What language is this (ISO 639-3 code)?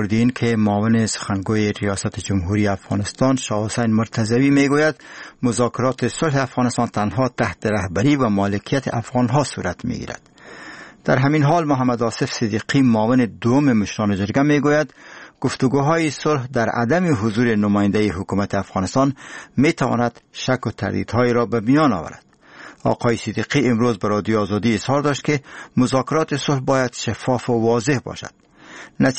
fas